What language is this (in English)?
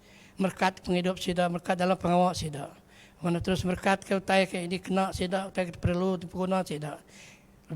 Iban